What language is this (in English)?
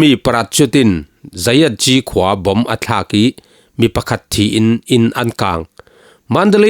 Falam Chin